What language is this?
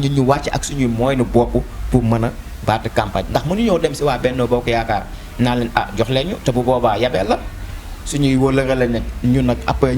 Wolof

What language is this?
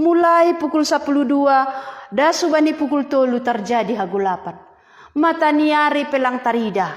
Batak Simalungun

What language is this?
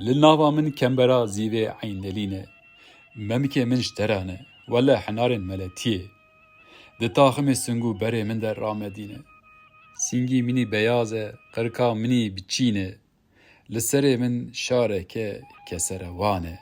Kurdish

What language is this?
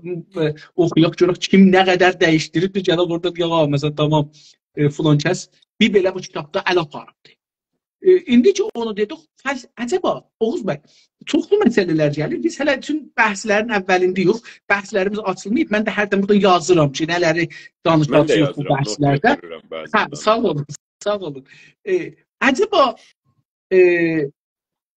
South Azerbaijani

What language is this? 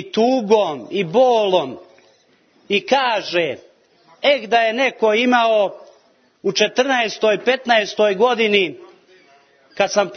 Serbian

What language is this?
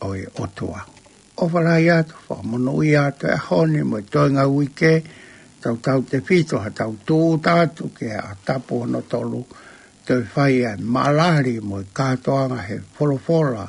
Tongan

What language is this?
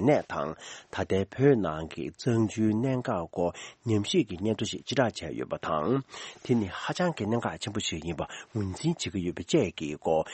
Tibetan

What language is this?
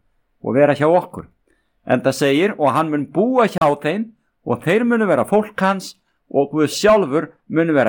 Icelandic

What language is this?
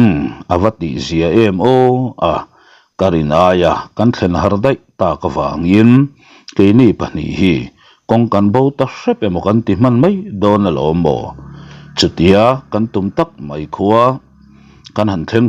Mizo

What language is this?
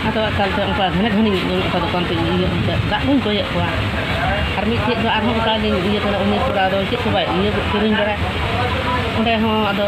Santali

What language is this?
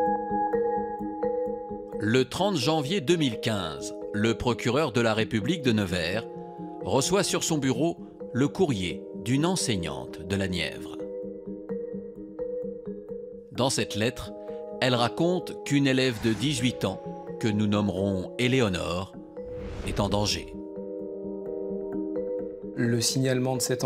French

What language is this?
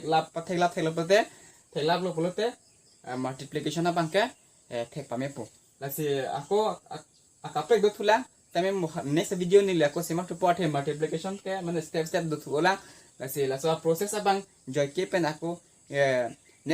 Karbi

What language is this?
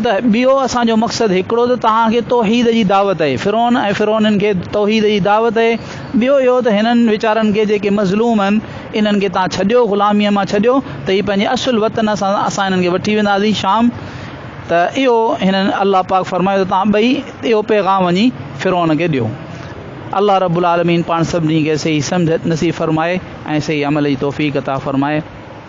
Sindhi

